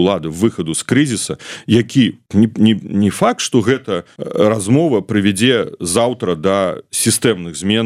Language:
Belarusian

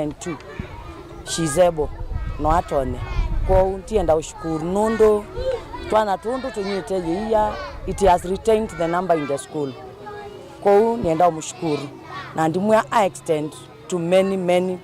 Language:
Kamba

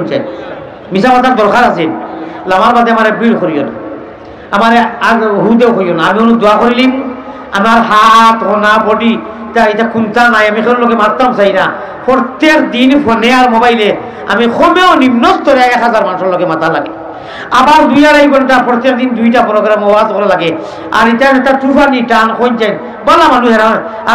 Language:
Sylheti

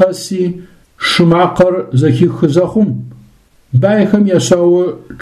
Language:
Adyghe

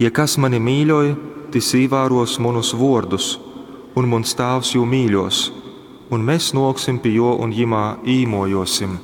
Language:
Latgalian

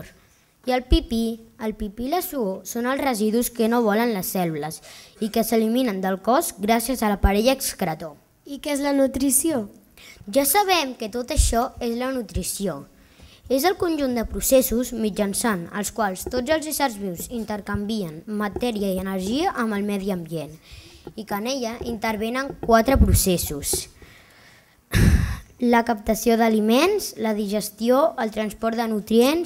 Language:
Catalan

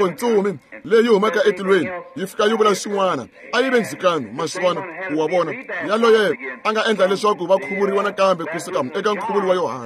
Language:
Tsonga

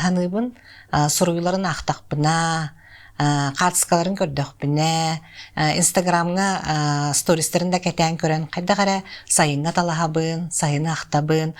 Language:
Yakut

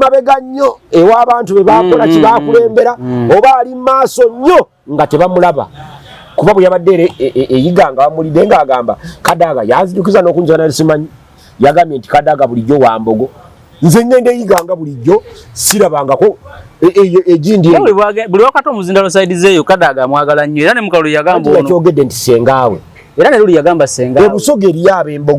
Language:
Ganda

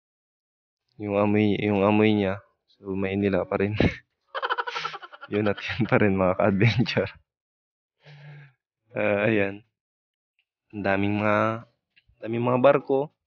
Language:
Filipino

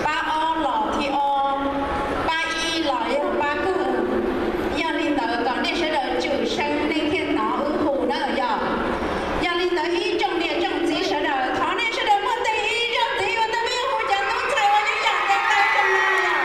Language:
Hmong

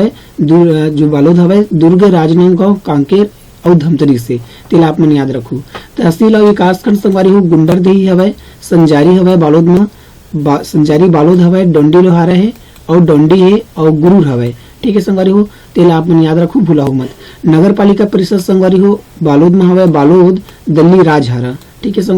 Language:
Chhattisgarhi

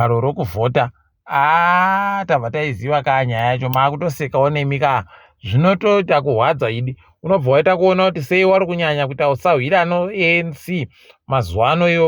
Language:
Ndau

